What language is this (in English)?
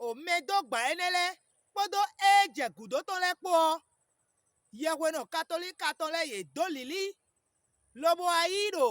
Fon